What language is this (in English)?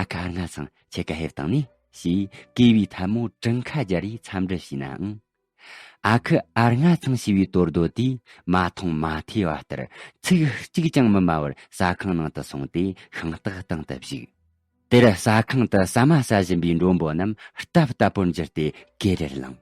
Tibetan